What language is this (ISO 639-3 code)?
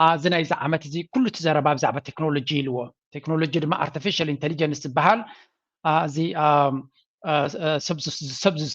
tir